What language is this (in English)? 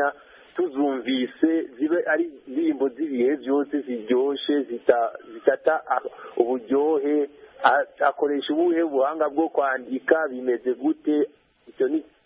Kinyarwanda